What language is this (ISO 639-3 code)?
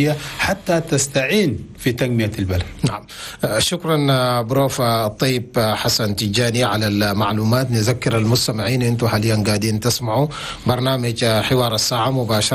shu